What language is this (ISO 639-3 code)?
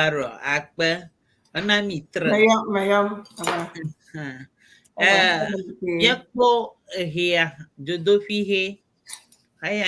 ewe